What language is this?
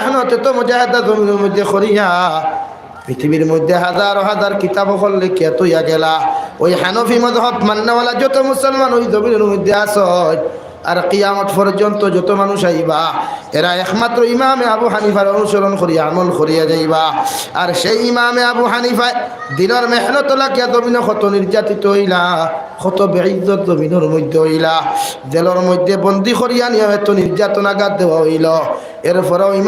Sylheti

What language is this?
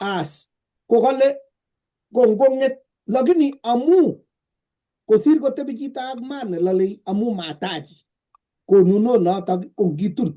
Kalenjin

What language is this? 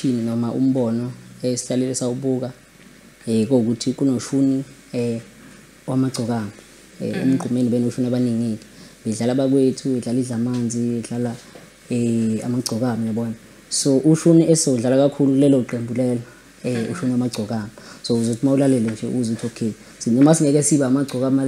Zulu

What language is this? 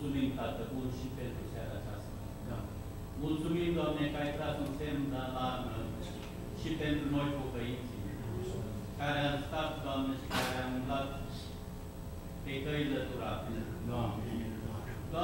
Romanian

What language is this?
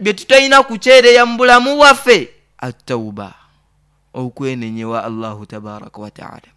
Nyoro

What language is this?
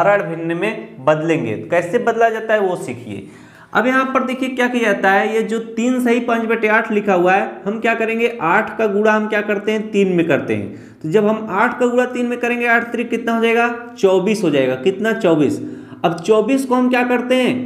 Hindi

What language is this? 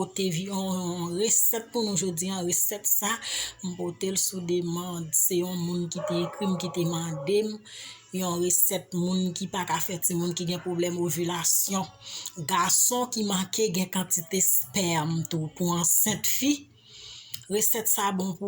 Haitian Creole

